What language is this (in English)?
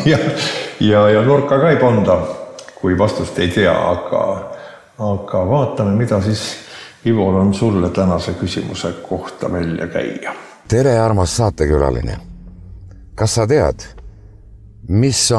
Estonian